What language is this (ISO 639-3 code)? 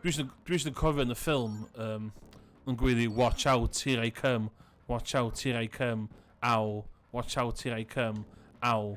cym